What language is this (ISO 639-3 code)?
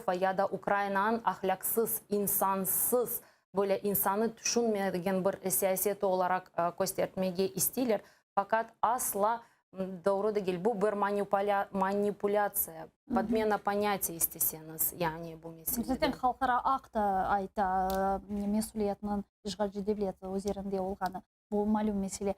crh